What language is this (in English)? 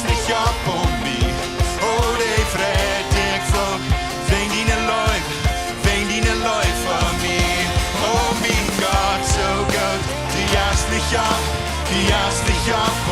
Plautdietsch